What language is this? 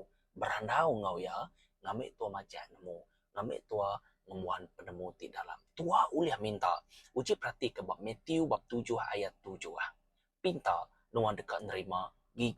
Iban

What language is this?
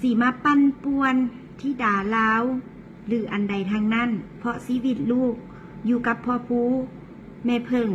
Lao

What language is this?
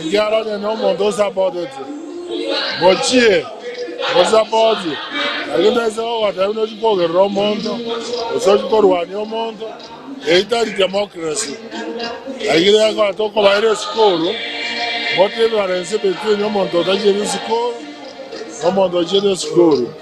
Gusii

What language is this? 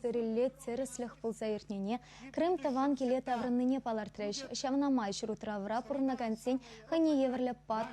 Chuvash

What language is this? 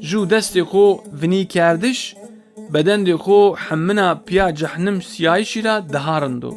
Zaza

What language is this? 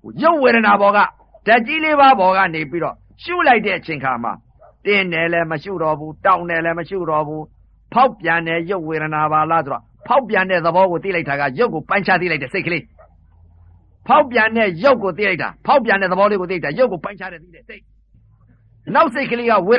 Burmese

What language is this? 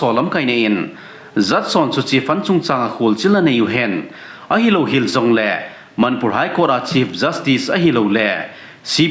Thado Chin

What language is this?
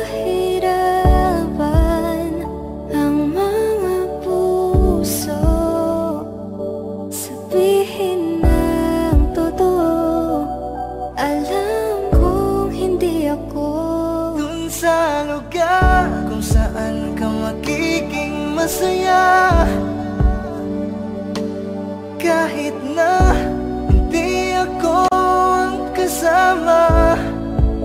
Filipino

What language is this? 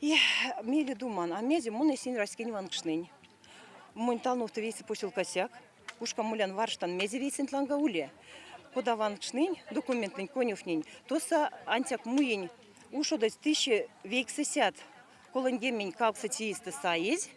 Erzya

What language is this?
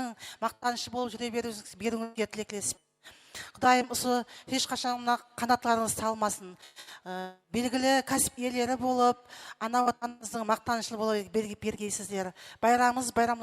Kara-Kalpak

